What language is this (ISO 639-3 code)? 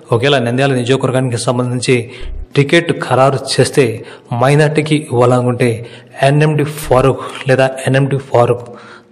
tel